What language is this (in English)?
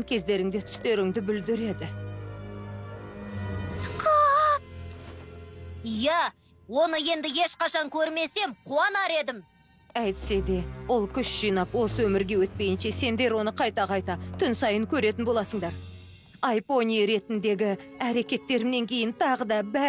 Kazakh